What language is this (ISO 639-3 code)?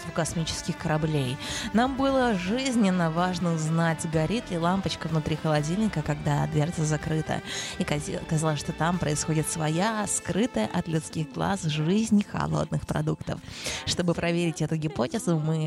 rus